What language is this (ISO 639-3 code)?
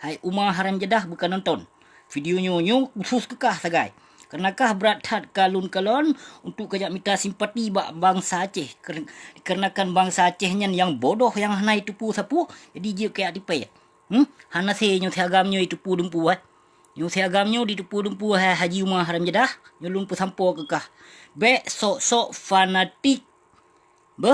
ace